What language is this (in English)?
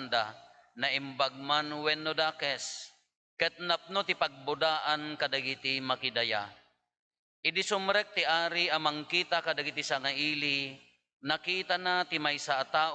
Iloko